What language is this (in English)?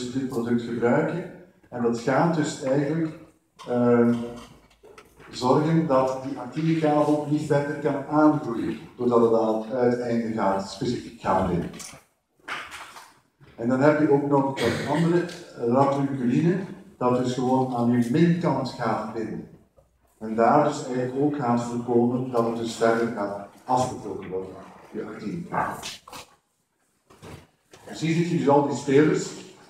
Dutch